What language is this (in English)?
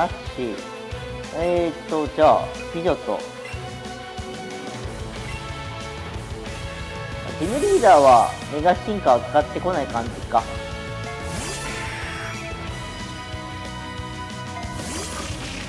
Japanese